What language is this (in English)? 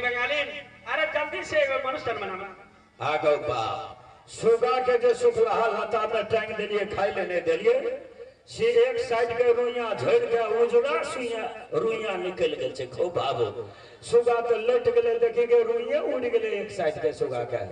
Maithili